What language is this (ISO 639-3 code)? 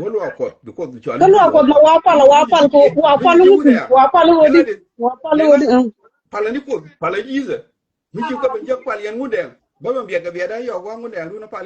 nus